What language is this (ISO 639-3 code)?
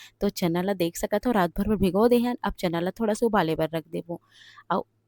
hne